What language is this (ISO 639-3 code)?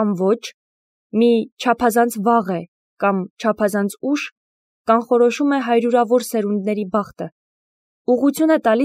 hye